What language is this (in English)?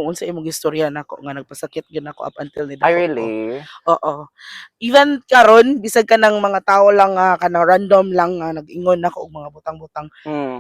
Cebuano